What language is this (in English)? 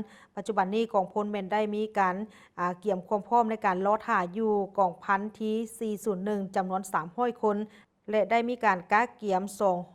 Lao